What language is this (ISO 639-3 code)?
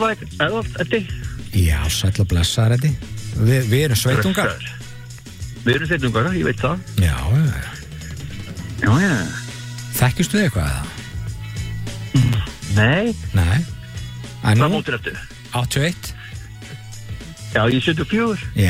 isl